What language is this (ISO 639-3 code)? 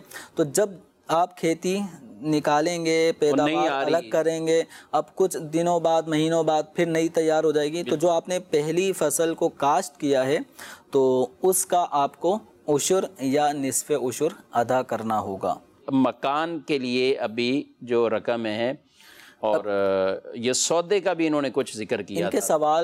urd